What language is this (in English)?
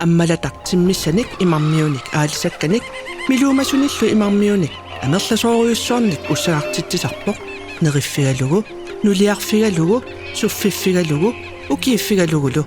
Kalaallisut